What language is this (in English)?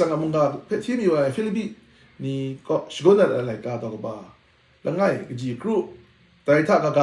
Kachin